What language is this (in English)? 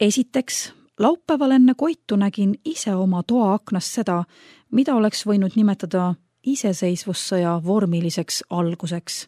Estonian